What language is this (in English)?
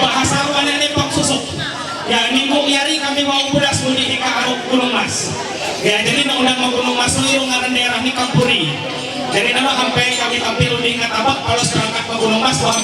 Ma'anyan